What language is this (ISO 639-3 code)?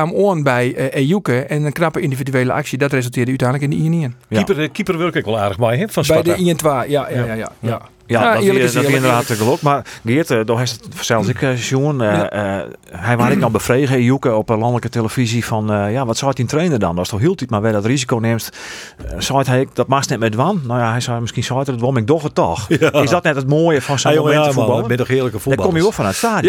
fry